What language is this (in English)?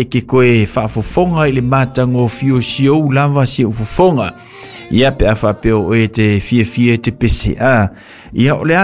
Samoan